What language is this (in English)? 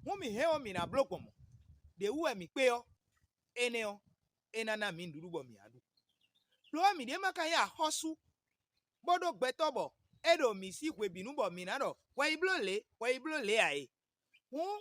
Fon